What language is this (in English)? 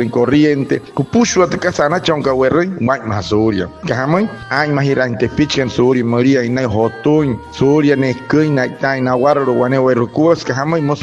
Wayuu